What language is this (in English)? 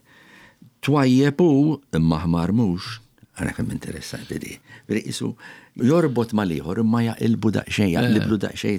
Maltese